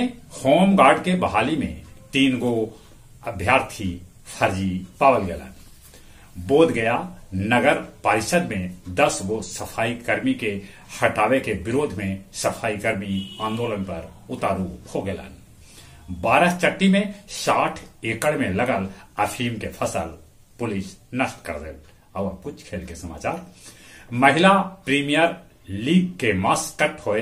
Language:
Magahi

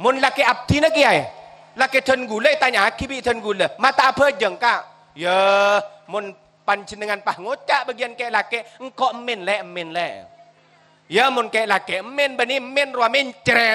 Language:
Madurese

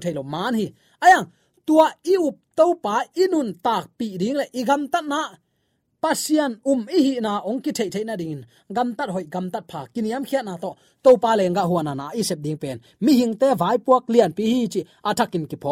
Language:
Tedim Chin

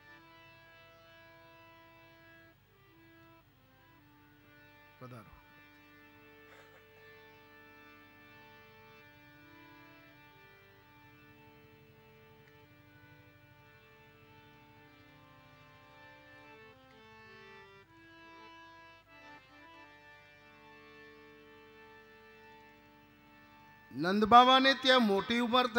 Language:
Gujarati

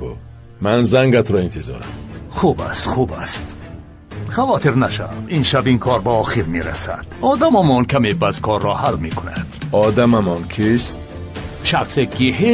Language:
Tajik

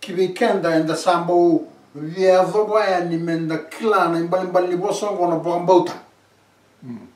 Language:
Fijian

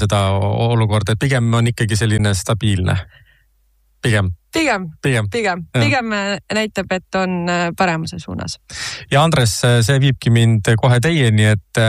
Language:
Estonian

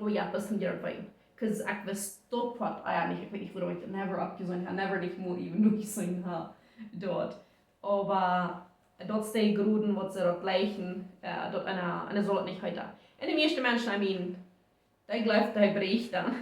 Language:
Plautdietsch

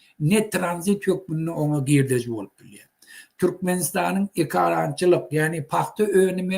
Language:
Turkmen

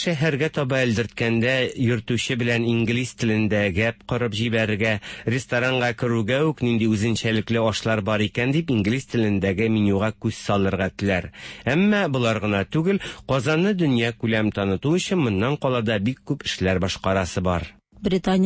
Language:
Tatar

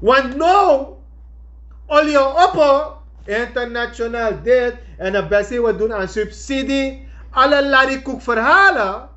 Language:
Sranan Tongo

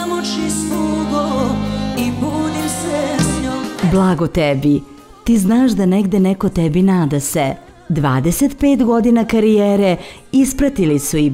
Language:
Serbian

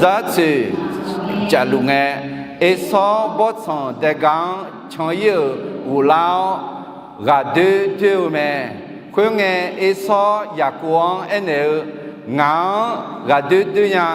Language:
Akha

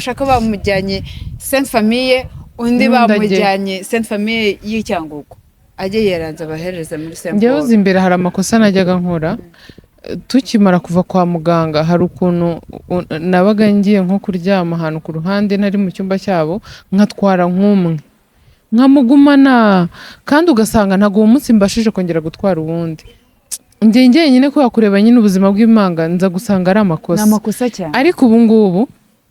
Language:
Kinyarwanda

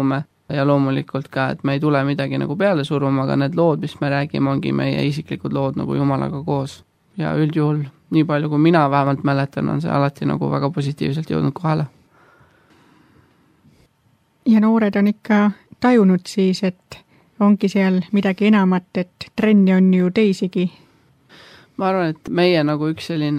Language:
Estonian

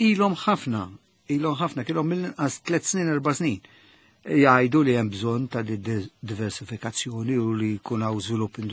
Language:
Maltese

